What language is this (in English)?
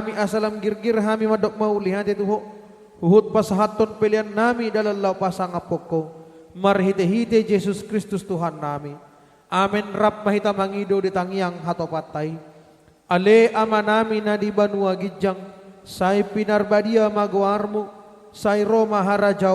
Batak Toba